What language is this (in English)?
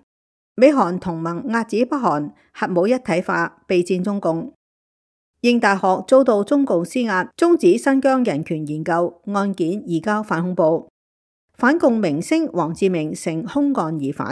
Cantonese